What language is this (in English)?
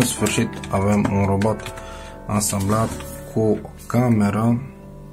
Romanian